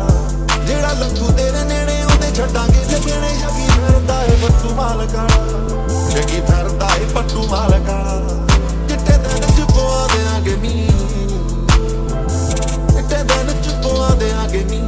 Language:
Punjabi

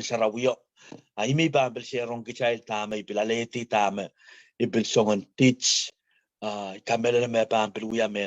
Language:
Pohnpeian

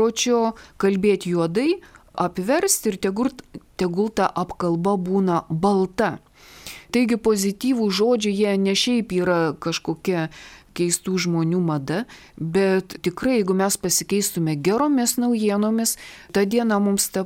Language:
Lithuanian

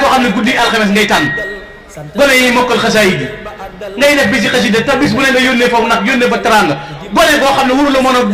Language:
Wolof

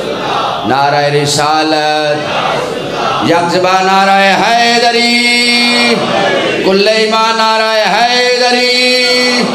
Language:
Urdu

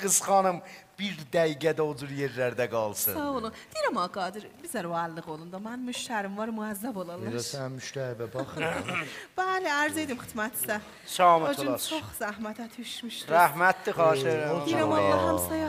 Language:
South Azerbaijani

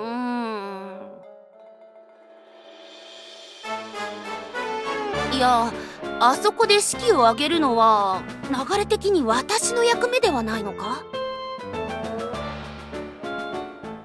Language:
Japanese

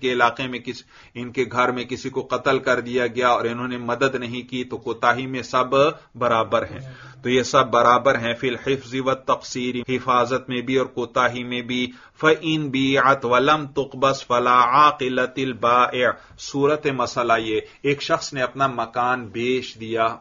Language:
Urdu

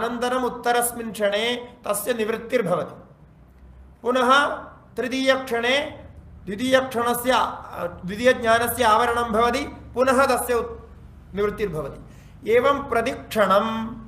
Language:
Sanskrit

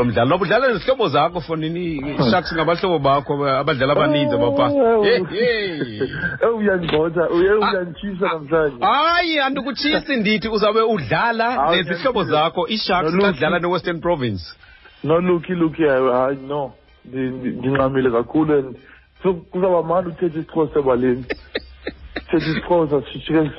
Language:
Xhosa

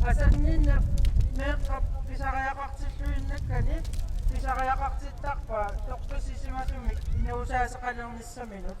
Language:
Kalaallisut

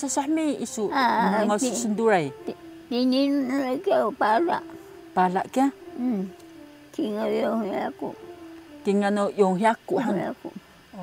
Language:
Taroko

